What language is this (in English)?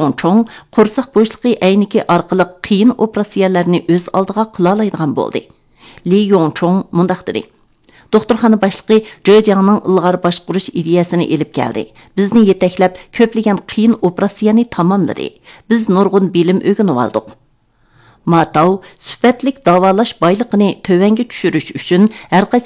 Uyghur